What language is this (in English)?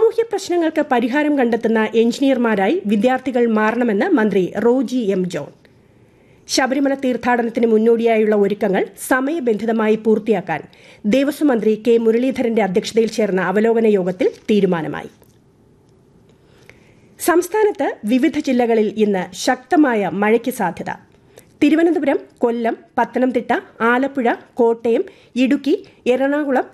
Malayalam